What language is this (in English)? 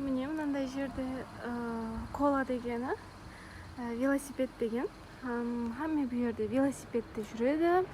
Kara-Kalpak